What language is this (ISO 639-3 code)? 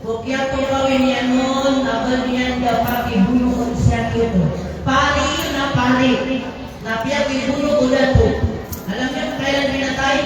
mrw